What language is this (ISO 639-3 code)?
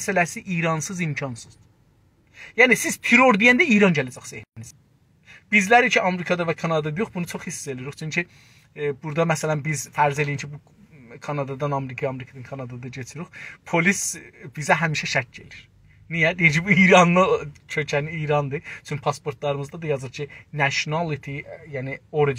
azb